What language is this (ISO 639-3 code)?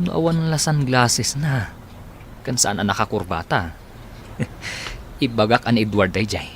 ilo